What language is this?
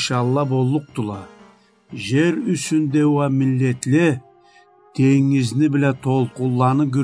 Karachay-Balkar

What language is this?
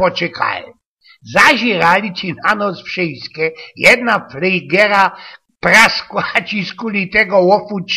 Silesian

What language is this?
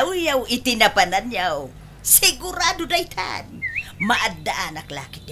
Iloko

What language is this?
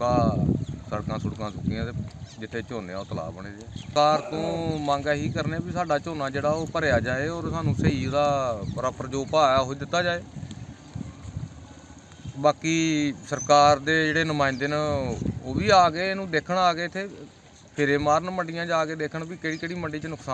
Punjabi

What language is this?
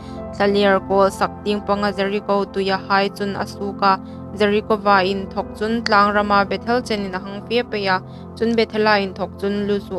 Hmar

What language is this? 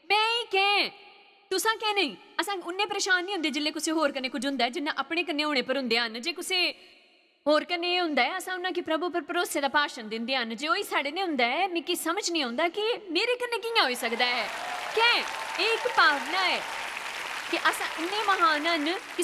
Dogri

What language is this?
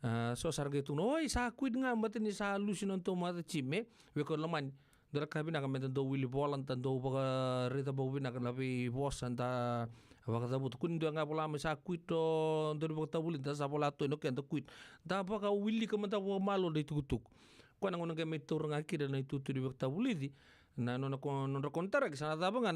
Fijian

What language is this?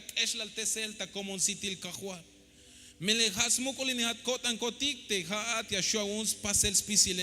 Tzeltal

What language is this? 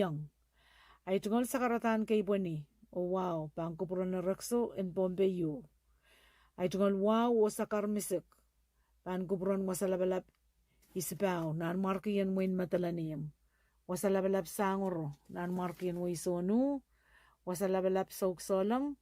Pohnpeian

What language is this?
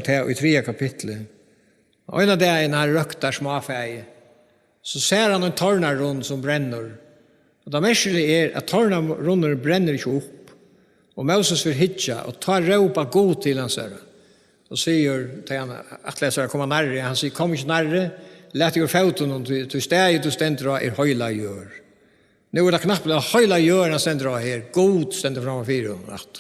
Faroese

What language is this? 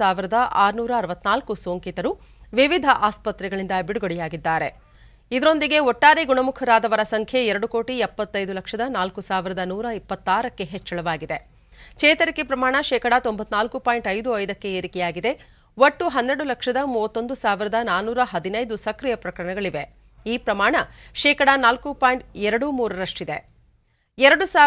Kannada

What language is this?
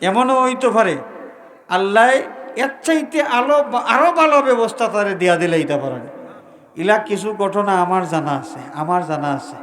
Sylheti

